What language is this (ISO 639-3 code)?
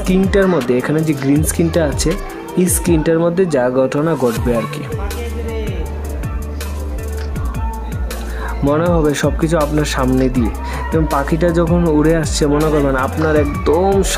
ben